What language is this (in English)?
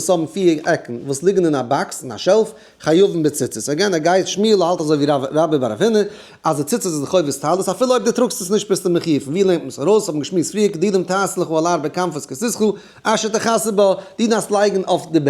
Yiddish